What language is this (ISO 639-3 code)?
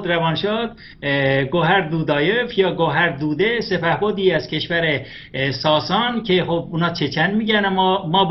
fas